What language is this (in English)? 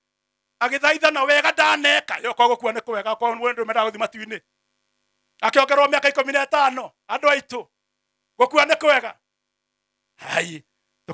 Kikuyu